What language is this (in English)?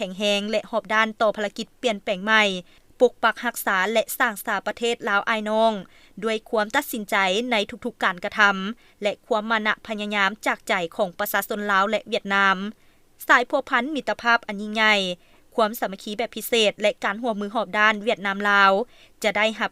Lao